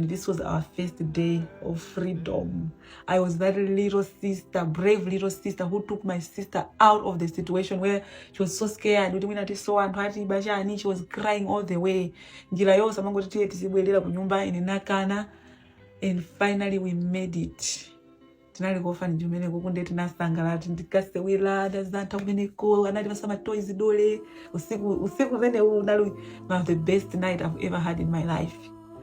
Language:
Nyanja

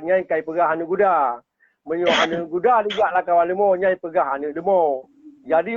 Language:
Achinese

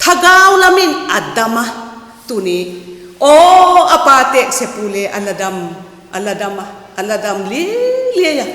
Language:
Vaiphei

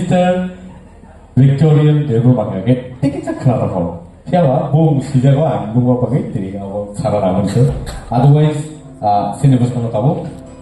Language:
Kok Borok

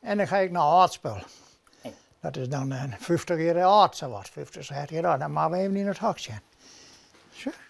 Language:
Western Frisian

